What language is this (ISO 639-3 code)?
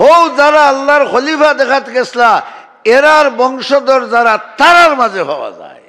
syl